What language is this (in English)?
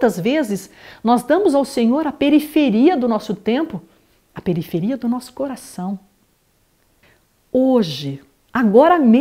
Portuguese